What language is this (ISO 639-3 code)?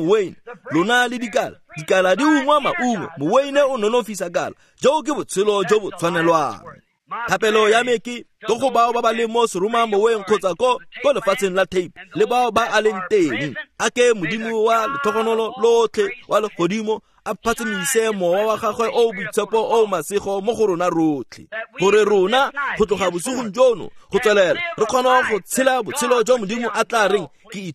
tsn